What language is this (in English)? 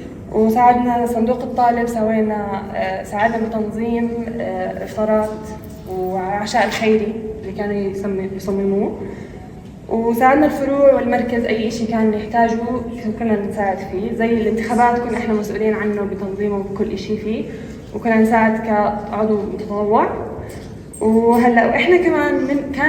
North Levantine Arabic